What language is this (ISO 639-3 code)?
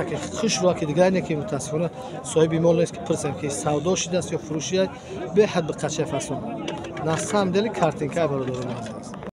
tgk